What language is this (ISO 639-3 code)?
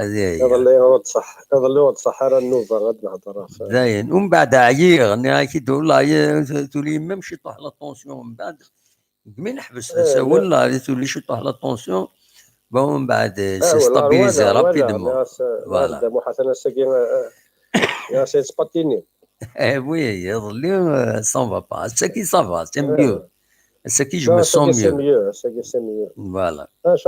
kab